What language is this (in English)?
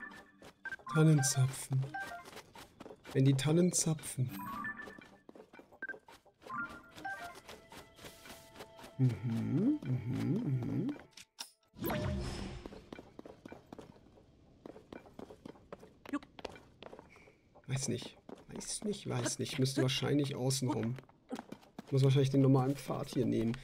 German